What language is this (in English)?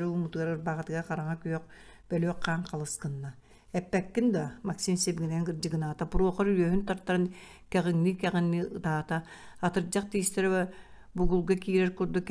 Yakut